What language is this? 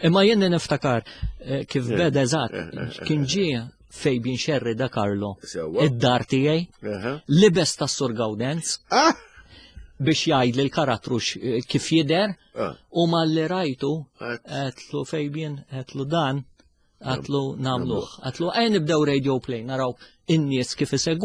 Maltese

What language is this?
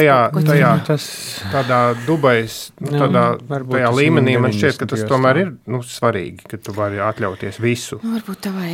Latvian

